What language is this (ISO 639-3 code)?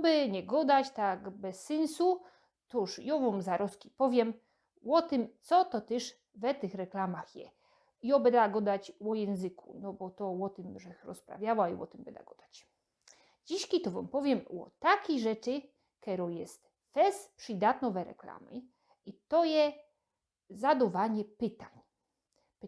szl